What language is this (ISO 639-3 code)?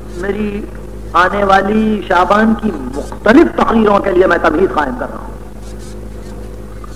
urd